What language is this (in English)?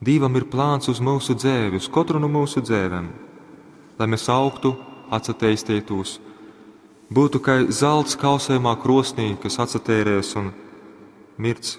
Latgalian